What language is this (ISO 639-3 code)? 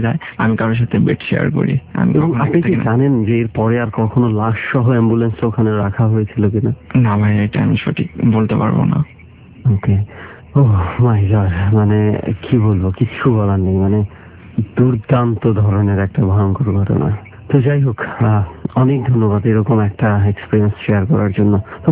ben